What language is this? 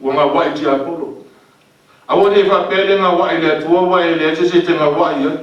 Samoan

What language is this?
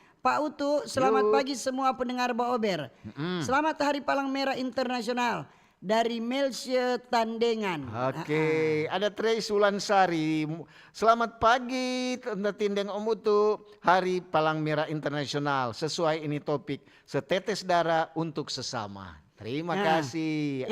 Manado Malay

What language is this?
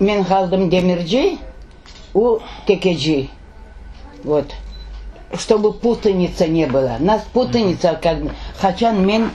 Crimean Tatar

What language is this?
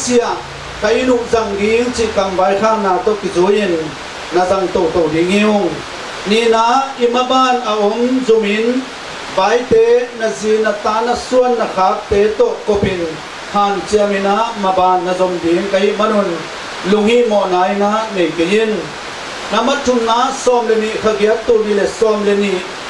Tedim Chin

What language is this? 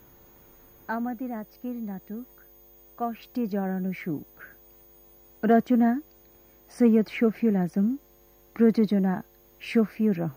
Bangla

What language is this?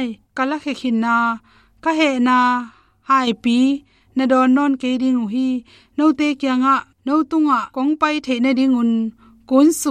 Tedim Chin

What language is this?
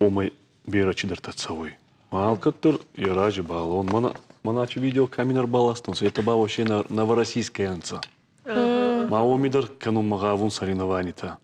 Ossetic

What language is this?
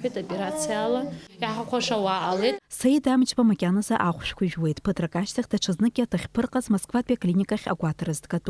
Abkhazian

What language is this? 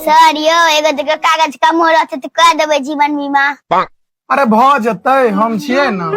Maithili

